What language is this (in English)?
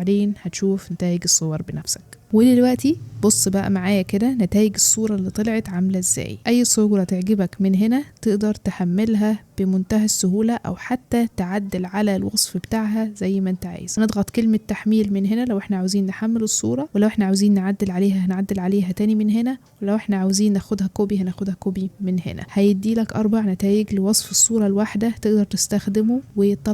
Egyptian Arabic